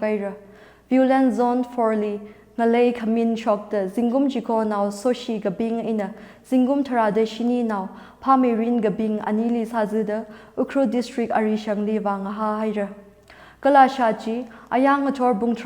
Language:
Tangkhul Naga (India)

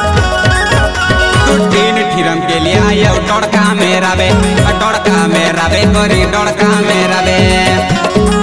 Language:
Chhattisgarhi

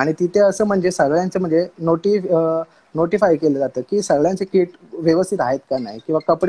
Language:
Marathi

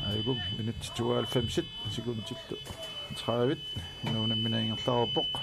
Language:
Kalaallisut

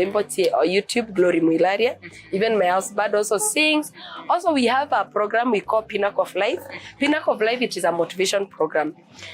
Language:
Meru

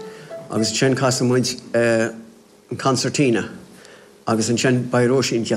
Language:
Irish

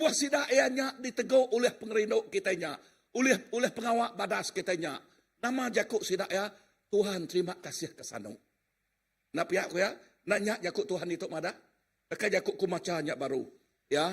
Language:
Iban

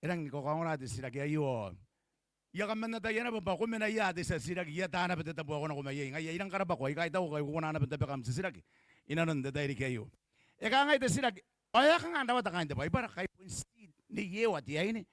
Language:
Gilbertese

